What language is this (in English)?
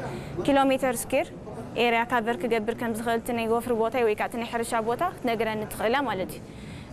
Tigrinya